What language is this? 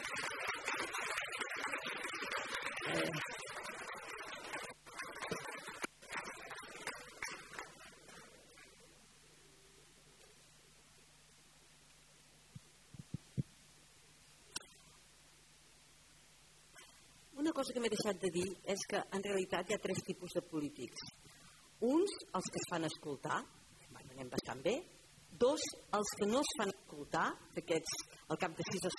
Catalan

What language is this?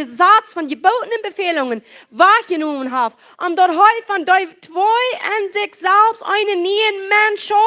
Plautdietsch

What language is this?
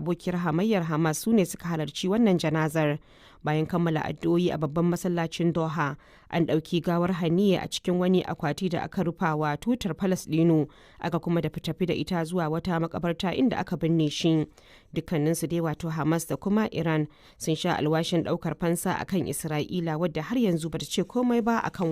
Hausa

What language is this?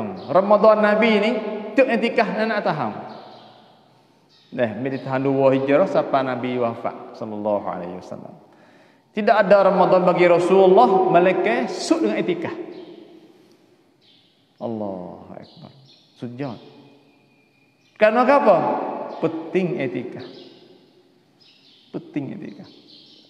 Malay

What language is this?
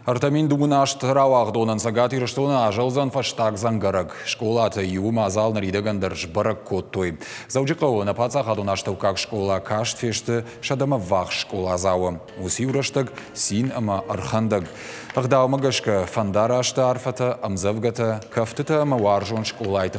Ossetic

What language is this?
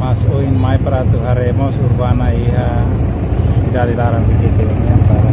Tetum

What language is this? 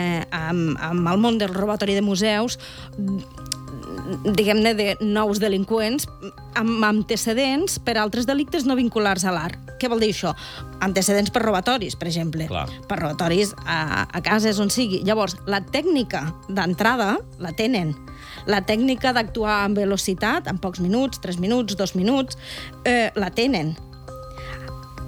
Catalan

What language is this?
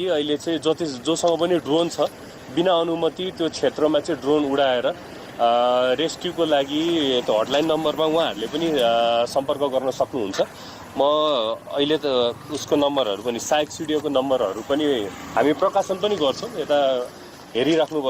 Nepali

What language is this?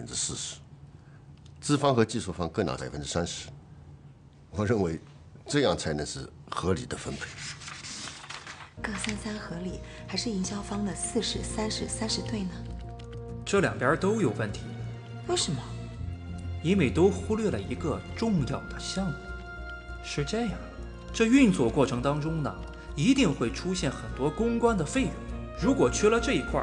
Chinese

